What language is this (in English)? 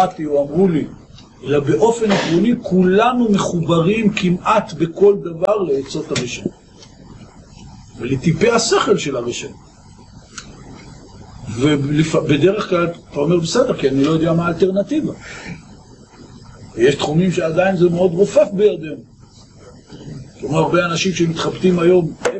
Hebrew